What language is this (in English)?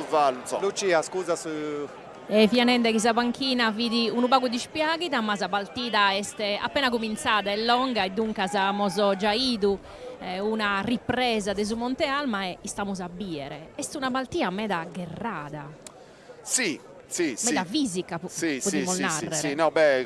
Sardinian